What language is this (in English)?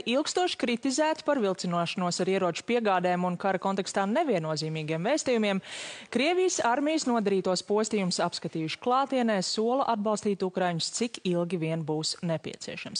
Latvian